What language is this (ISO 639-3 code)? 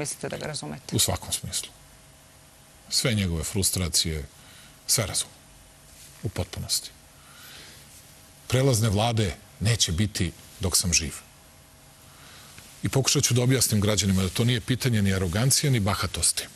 srp